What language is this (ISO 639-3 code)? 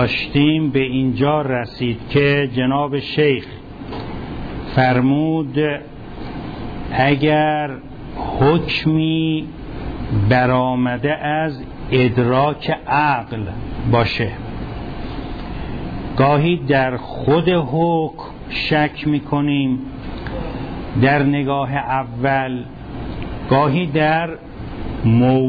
fas